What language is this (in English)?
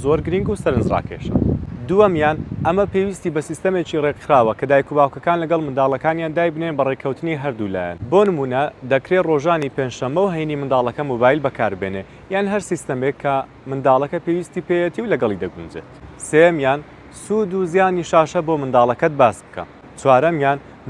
Central Kurdish